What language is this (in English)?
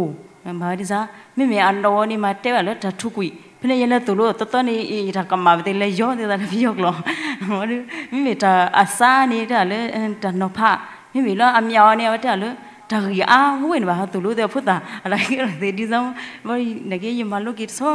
S'gaw Karen